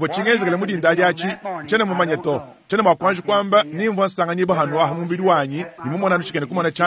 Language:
Luba-Lulua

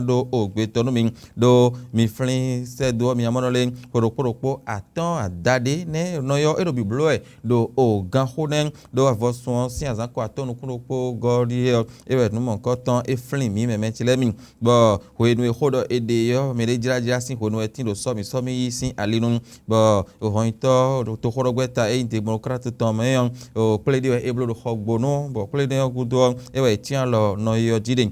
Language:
Fon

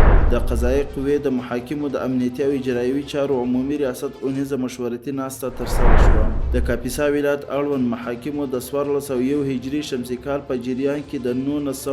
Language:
Pashto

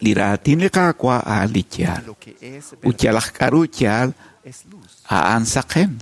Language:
Kekchí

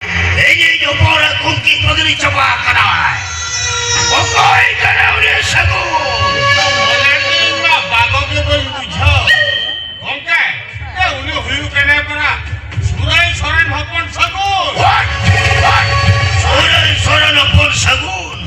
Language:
Santali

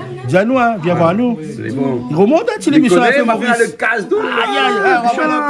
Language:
Réunion Creole French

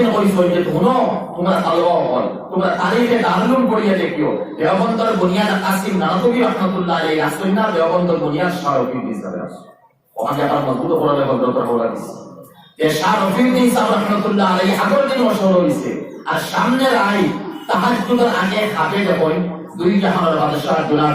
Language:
Sylheti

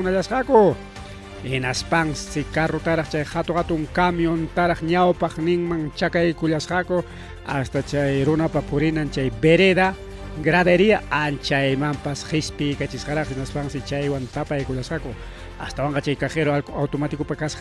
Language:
Ayacucho Quechua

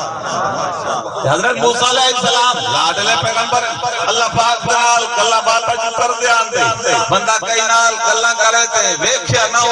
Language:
Saraiki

